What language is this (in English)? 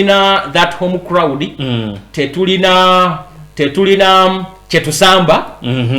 Ganda